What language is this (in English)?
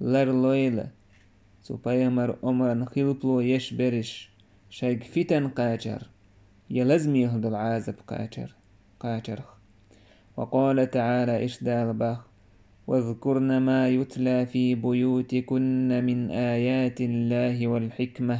Chechen